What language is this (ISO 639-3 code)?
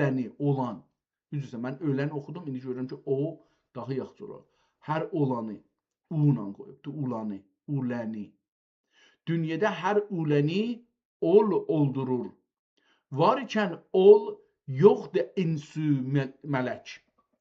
azb